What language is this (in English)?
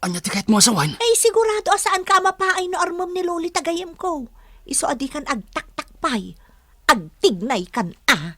Iloko